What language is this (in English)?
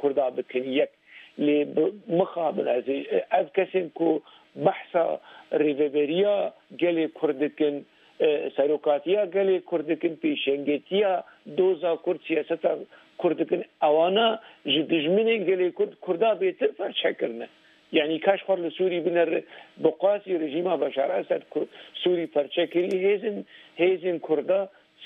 Kurdish